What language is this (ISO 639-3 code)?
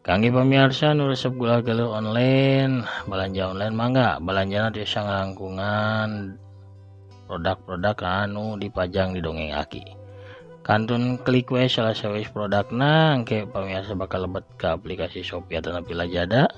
sun